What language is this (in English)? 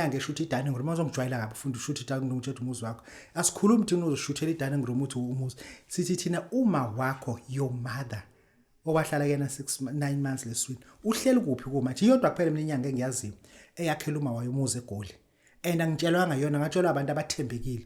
Zulu